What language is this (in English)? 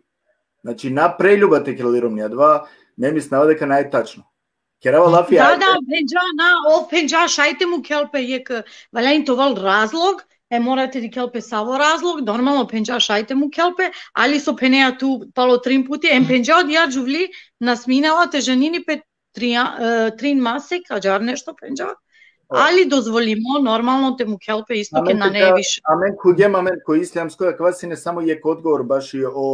Balkan Romani